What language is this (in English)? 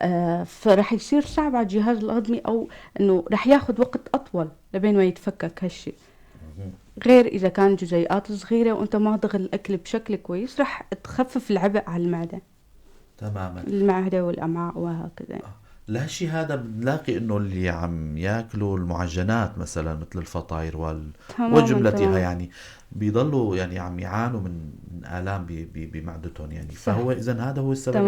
North Levantine Arabic